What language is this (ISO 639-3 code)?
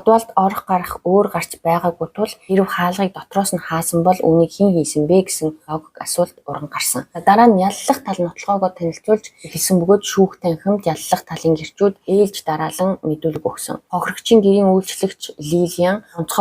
mon